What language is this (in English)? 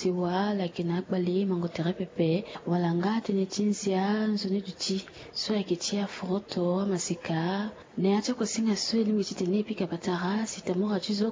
Sango